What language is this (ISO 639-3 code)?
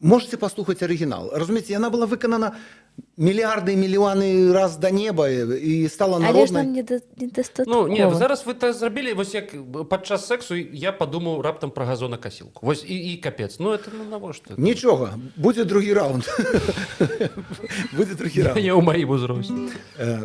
bel